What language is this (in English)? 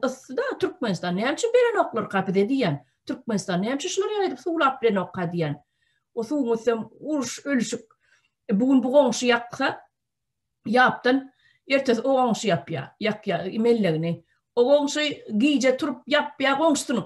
Turkmen